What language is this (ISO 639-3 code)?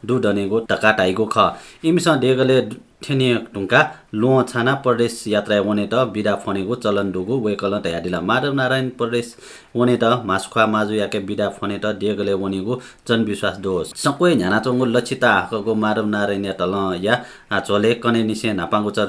new